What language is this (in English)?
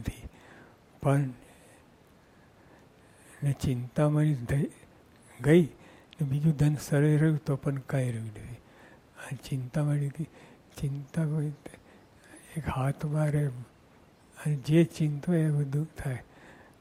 Gujarati